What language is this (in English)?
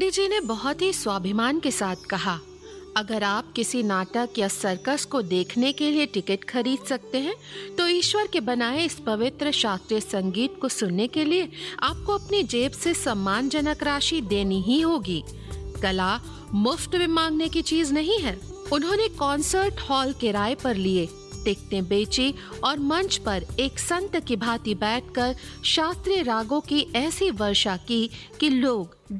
Hindi